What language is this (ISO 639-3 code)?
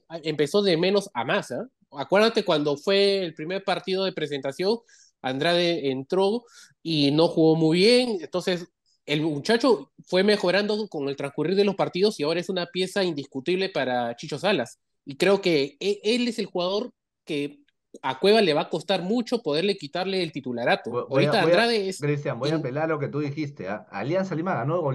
spa